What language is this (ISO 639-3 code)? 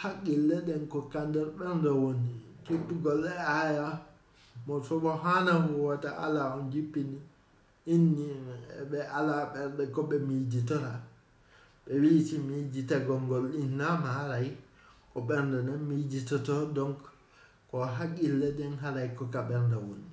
ful